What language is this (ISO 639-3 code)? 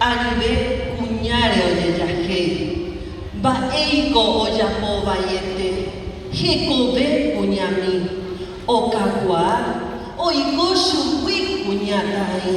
grn